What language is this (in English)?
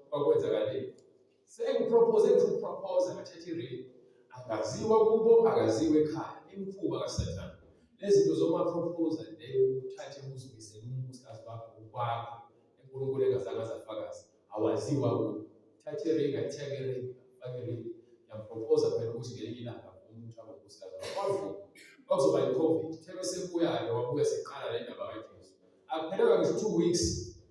Zulu